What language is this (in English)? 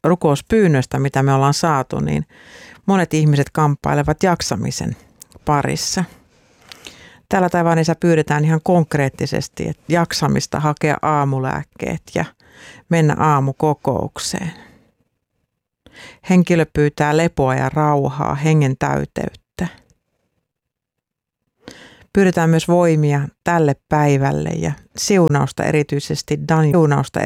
Finnish